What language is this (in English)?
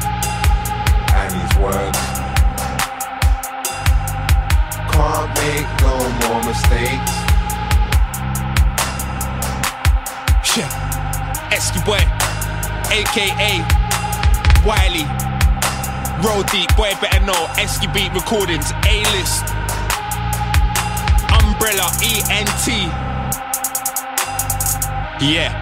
English